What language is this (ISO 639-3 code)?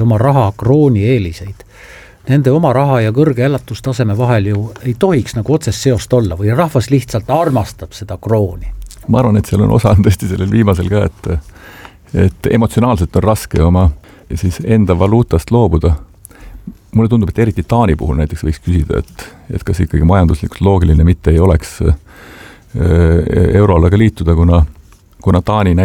est